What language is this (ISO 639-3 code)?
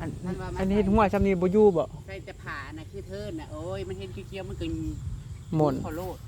tts